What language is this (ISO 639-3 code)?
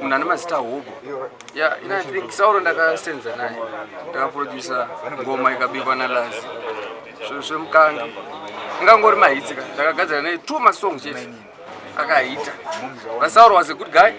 sna